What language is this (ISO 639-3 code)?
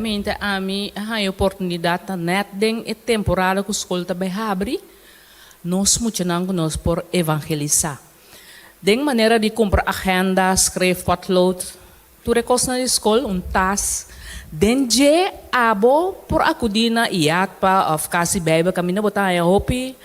pap